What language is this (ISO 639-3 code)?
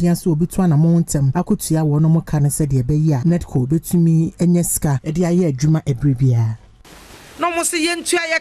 aka